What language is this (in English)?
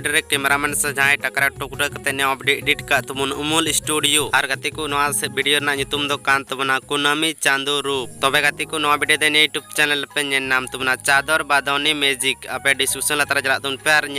Santali